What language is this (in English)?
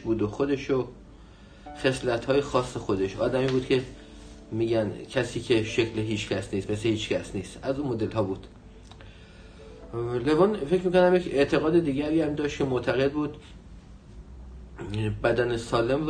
Persian